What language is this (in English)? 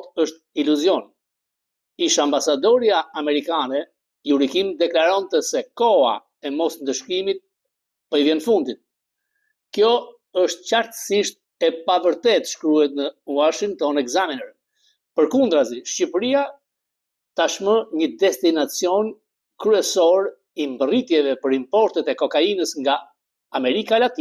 Albanian